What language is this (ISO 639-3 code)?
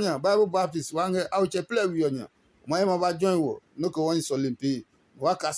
ada